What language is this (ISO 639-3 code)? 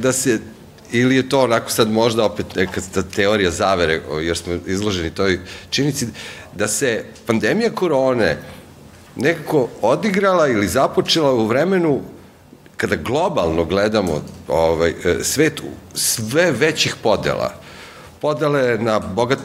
srp